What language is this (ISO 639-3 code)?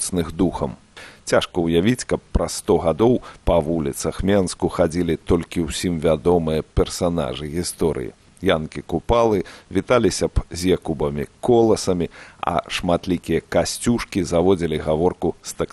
bel